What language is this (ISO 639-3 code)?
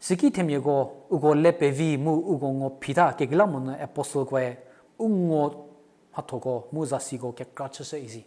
njm